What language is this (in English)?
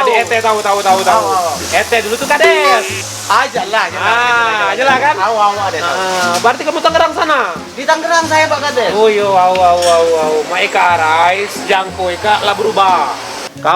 Musi